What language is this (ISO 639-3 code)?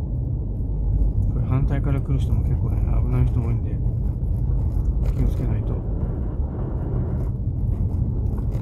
jpn